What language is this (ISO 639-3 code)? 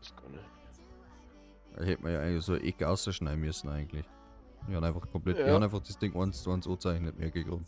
bar